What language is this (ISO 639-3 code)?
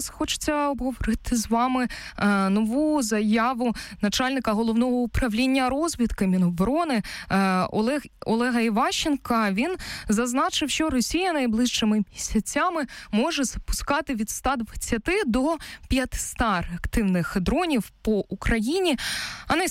ukr